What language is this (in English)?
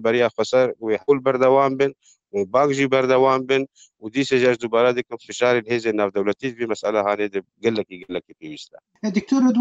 Kurdish